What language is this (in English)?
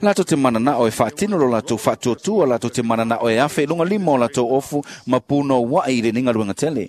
Samoan